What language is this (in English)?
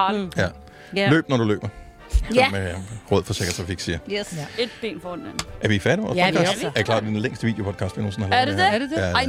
Danish